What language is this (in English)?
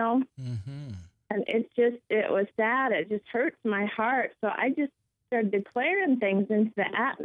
English